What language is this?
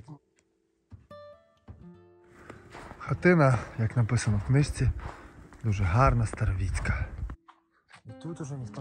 Ukrainian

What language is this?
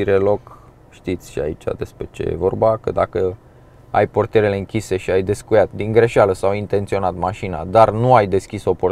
Romanian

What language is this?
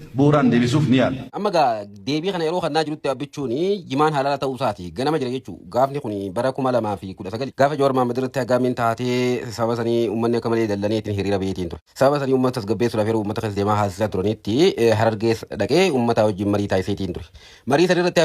Oromo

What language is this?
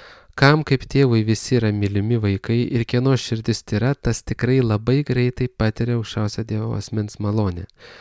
Lithuanian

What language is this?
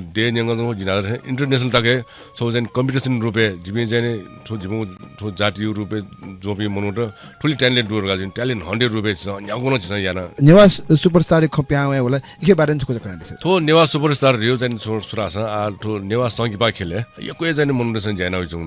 Newari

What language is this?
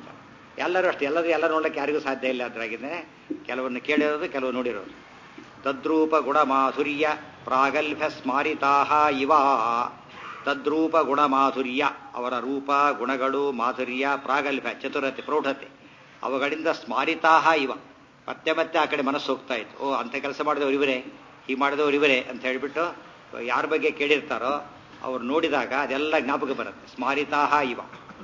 Kannada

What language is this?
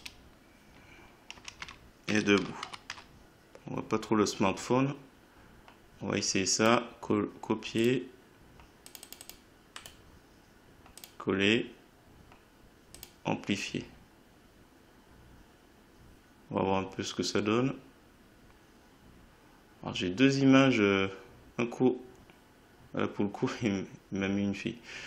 French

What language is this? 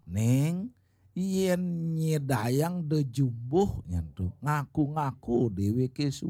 Balinese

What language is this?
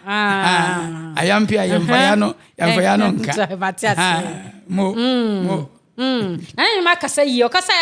Akan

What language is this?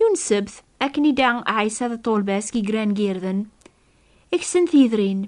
Kabyle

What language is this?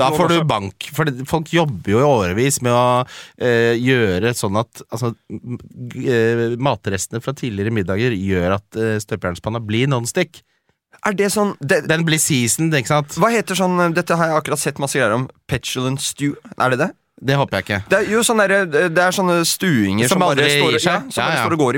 Norwegian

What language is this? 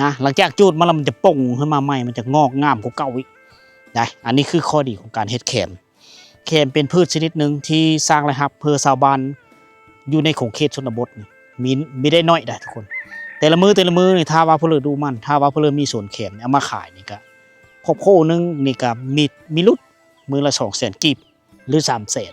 Lao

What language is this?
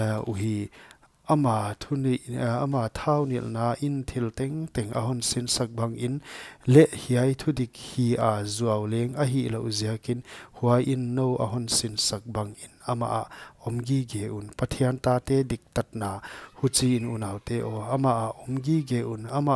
Paite Chin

